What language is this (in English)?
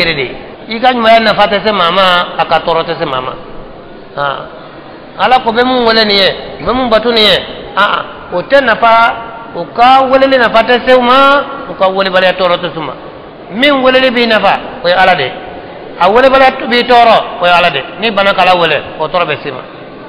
Bambara